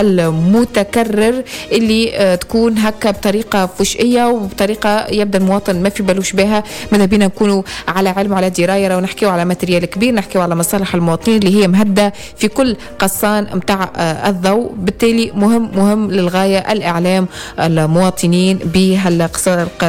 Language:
Tunisian Arabic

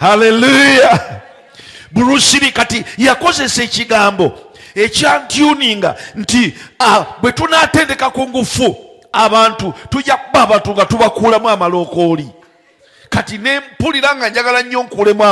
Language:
Ganda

